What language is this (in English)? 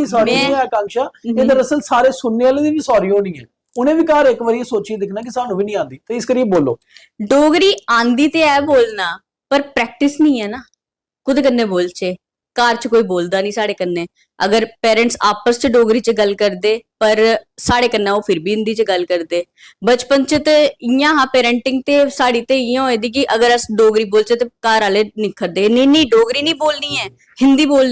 Dogri